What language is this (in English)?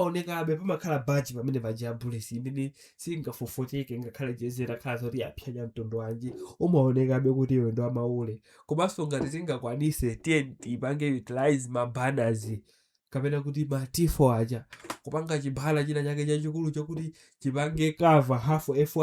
Nyanja